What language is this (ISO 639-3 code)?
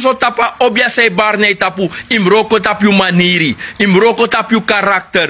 srn